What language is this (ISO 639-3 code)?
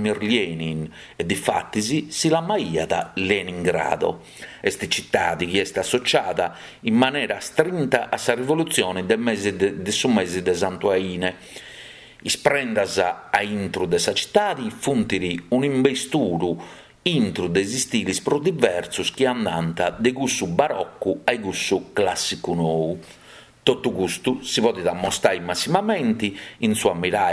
srd